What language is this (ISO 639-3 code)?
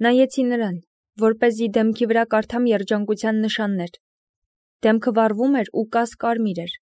hye